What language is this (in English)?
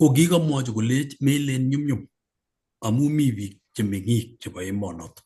Kalenjin